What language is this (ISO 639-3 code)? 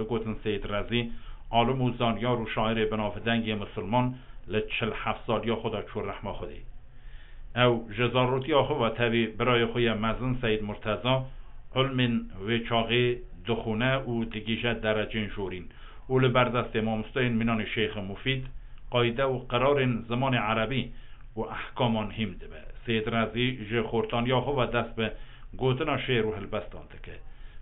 kur